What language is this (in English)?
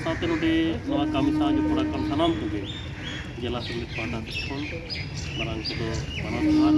Santali